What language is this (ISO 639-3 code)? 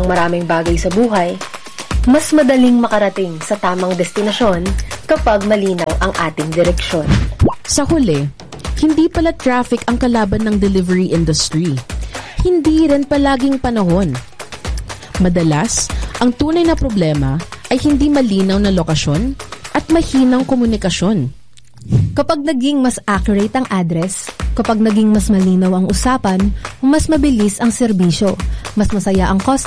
fil